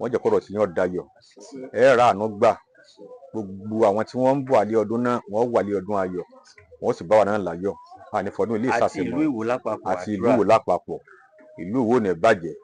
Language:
Yoruba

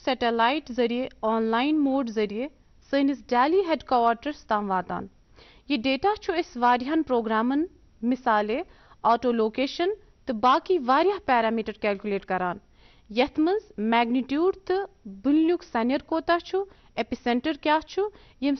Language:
Kashmiri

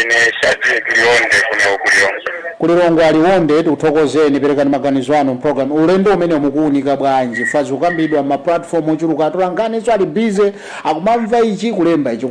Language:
Nyanja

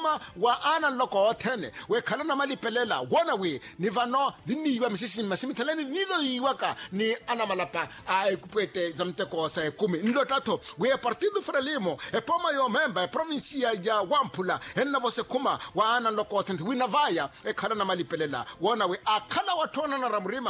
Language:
Makhuwa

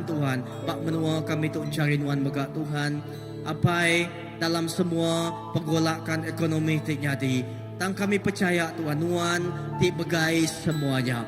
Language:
Iban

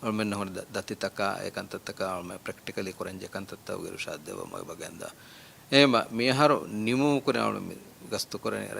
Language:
Divehi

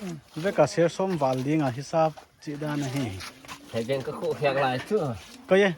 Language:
Paite Chin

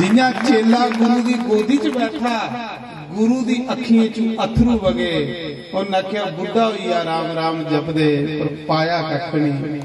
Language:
Dogri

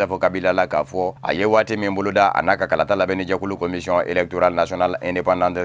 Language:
Bambara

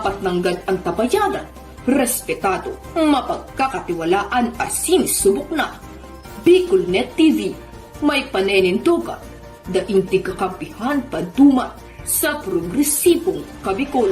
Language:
Bikol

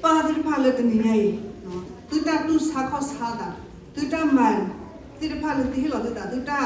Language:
S'gaw Karen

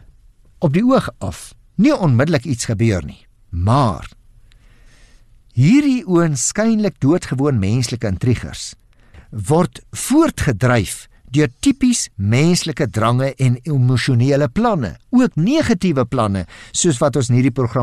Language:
Afrikaans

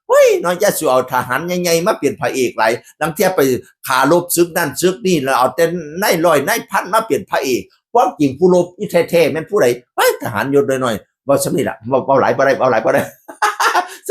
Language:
Northeastern Thai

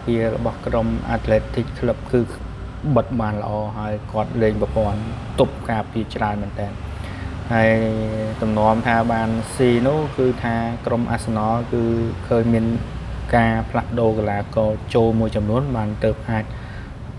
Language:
Khmer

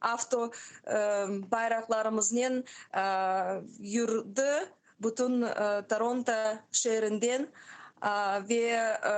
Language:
Crimean Tatar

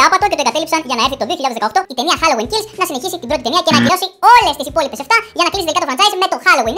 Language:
Greek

